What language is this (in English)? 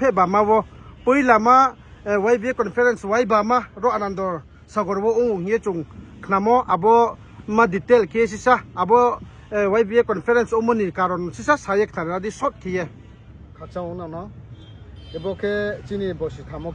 Riang (India)